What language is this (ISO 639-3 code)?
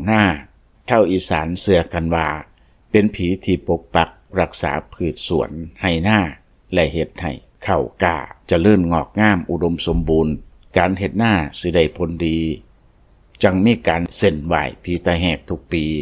lao